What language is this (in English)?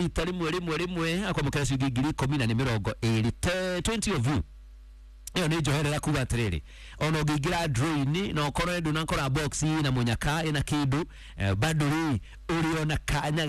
Kikuyu